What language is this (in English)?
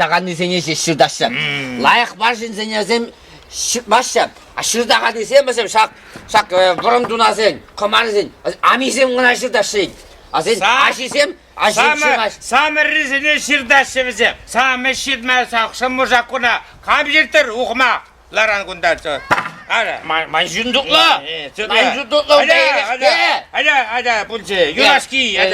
Chuvash